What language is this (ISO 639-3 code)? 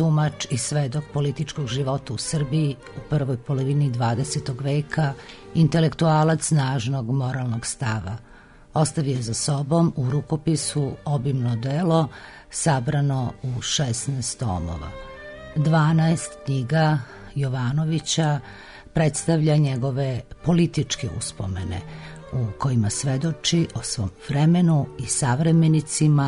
srp